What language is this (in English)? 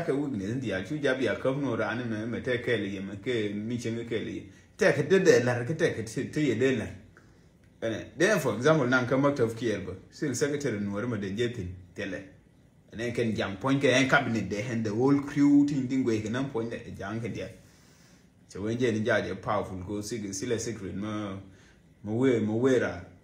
Nuer